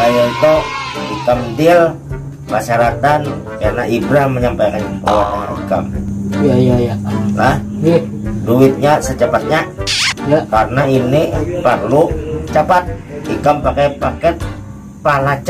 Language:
Banjar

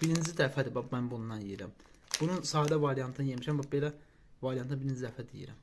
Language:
Azerbaijani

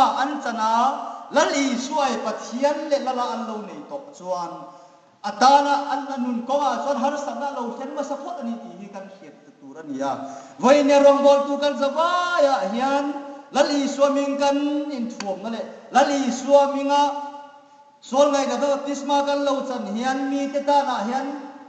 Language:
Hmar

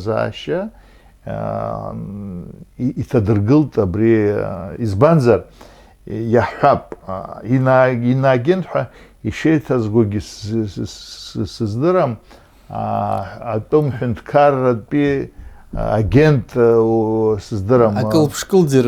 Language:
Abkhazian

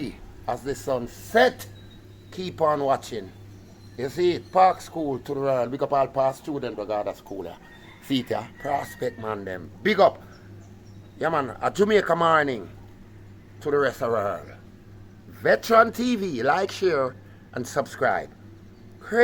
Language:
Jamaican Creole English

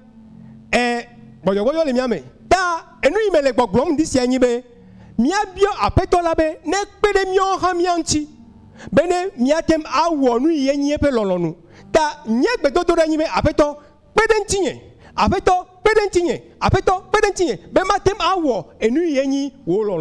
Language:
Ewe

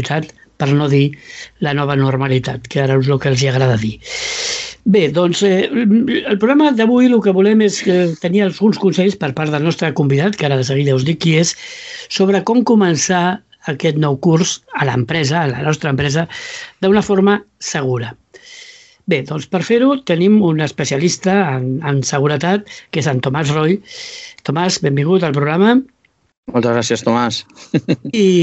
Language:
Catalan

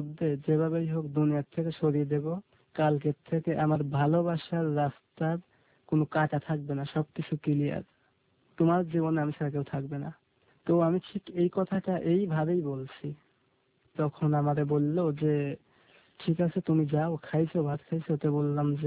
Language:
Bangla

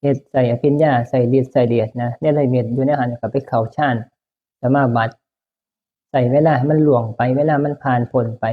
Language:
Northeastern Thai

